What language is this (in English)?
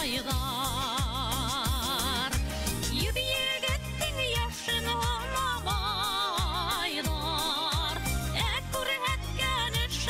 Bashkir